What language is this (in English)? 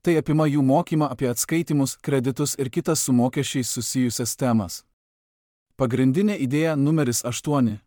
Lithuanian